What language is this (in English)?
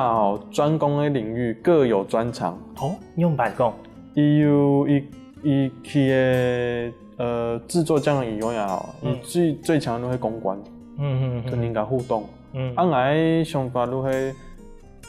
Hakka Chinese